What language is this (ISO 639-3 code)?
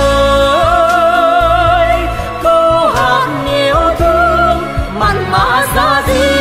vie